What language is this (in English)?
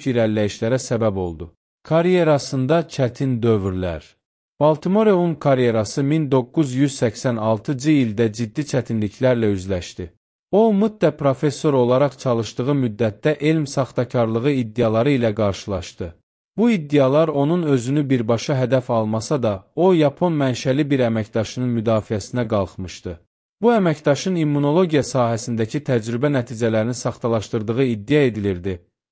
Azerbaijani